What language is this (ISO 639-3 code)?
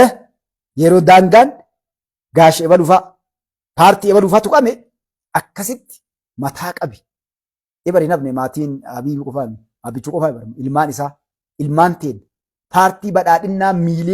orm